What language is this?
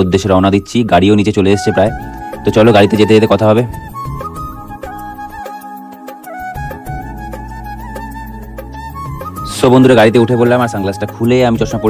Bangla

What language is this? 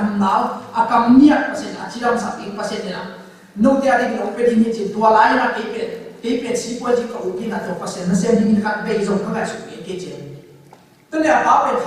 Tedim Chin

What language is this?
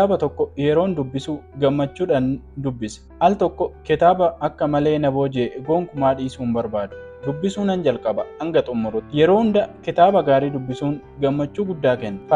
Oromo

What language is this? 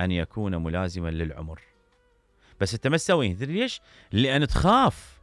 Mesopotamian Arabic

